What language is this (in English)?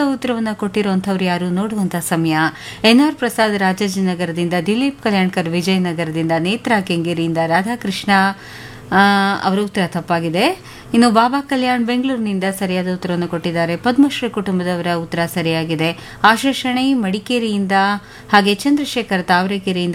Kannada